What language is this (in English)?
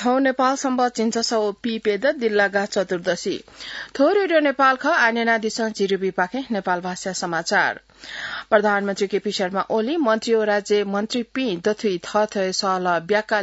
Newari